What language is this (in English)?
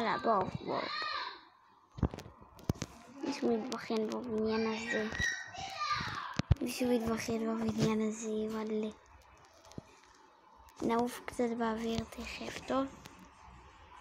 Hebrew